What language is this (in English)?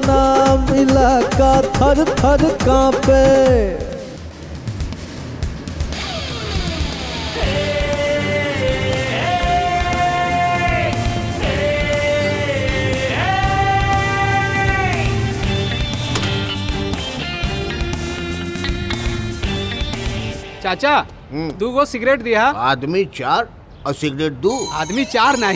Bhojpuri